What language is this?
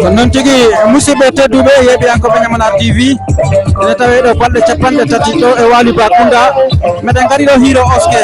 Fula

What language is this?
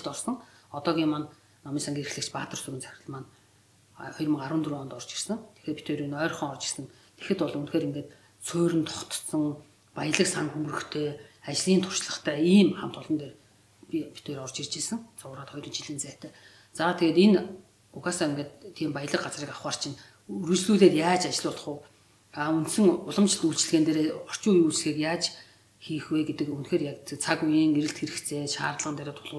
Mongolian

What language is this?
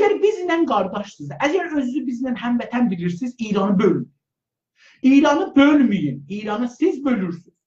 South Azerbaijani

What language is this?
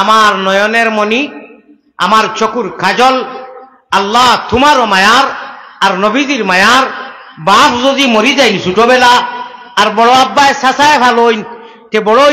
Sylheti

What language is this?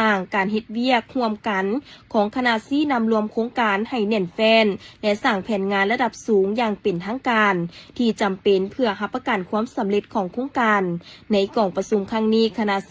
Lao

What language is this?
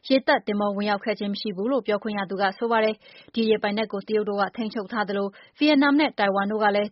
Burmese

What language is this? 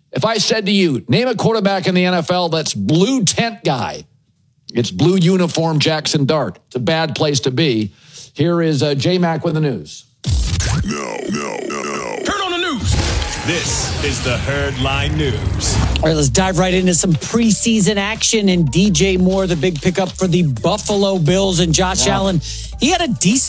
English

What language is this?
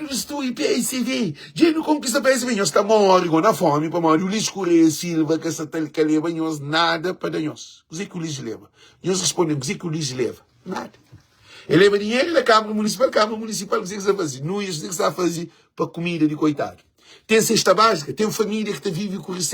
Kabuverdianu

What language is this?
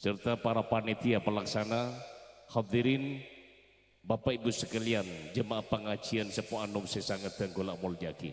Madurese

